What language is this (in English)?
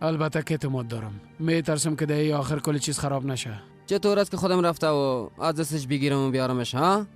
Persian